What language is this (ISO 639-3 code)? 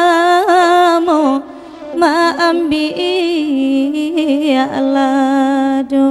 min